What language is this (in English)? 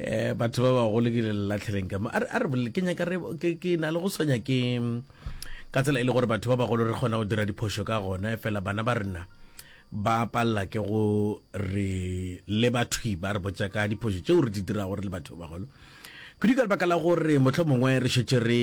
Northern Sotho